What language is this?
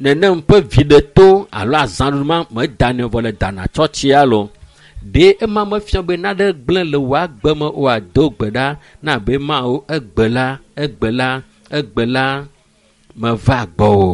Ewe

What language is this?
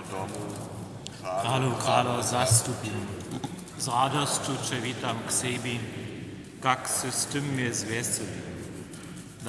Upper Sorbian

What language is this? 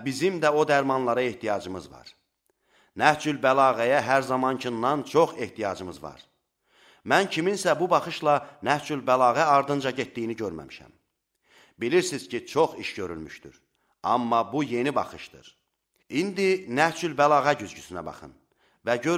Azerbaijani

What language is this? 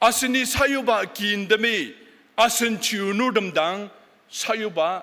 Ao Naga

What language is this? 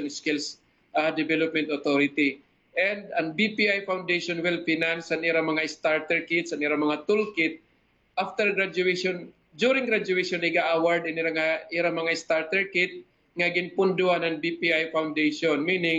Waray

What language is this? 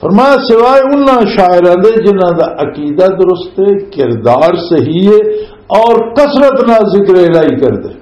Western Panjabi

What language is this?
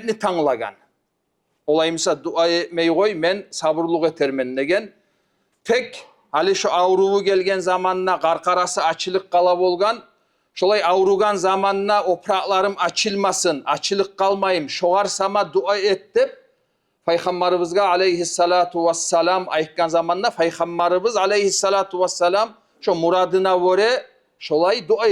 Kumyk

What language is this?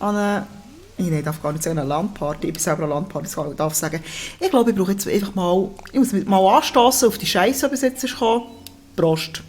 Swiss German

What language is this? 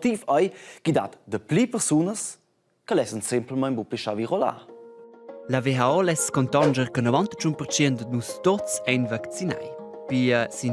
Romansh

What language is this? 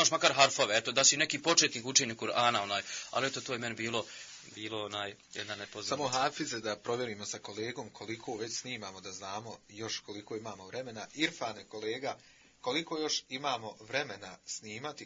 Bosnian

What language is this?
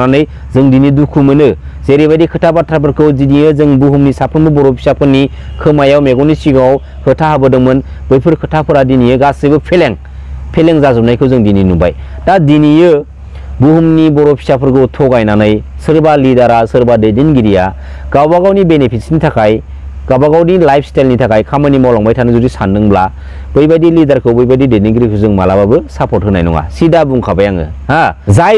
Bodo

